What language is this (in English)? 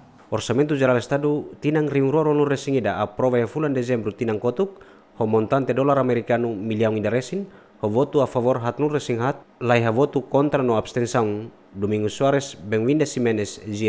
Tetum